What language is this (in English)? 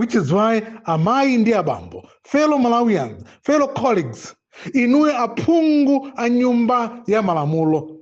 Nyanja